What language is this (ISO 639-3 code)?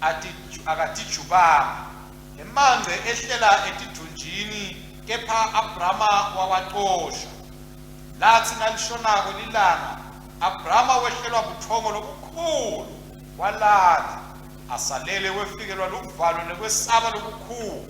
ssw